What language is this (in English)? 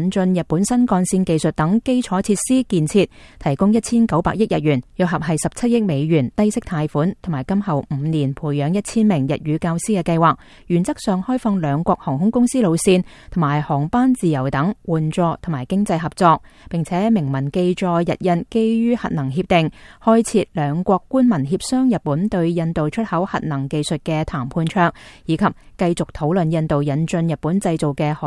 Cantonese